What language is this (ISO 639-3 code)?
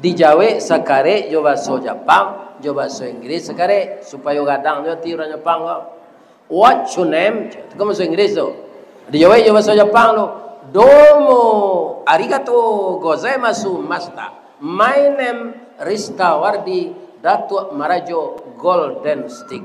min